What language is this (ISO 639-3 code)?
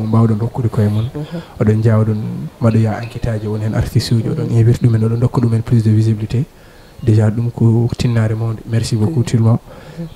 ful